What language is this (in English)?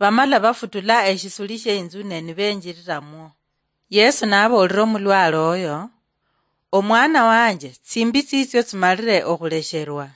Luyia